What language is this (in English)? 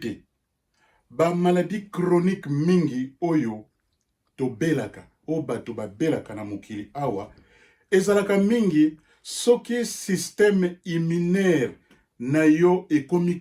Lingala